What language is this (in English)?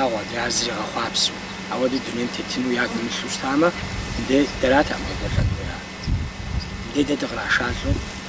Kabardian